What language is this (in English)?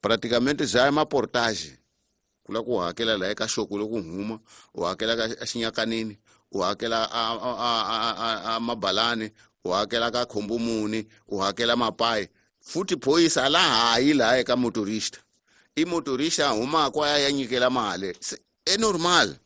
Tsonga